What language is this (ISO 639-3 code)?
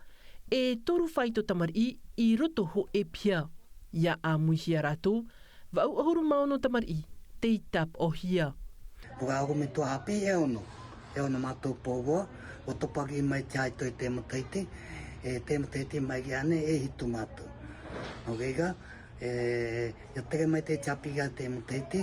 tah